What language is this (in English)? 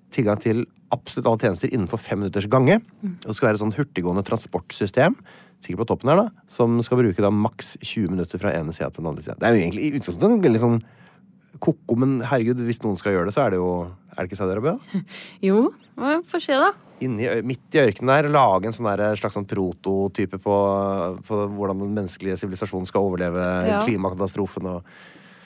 Norwegian